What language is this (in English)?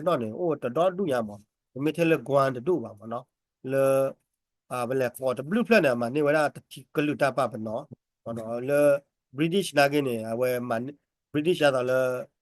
S'gaw Karen